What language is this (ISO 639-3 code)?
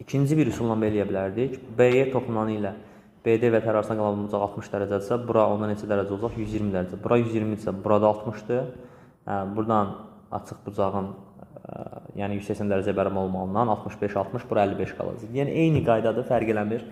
aze